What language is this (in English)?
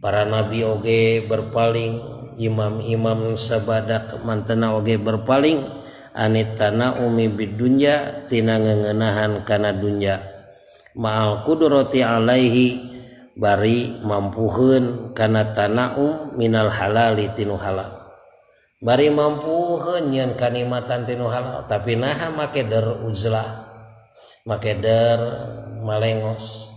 Sundanese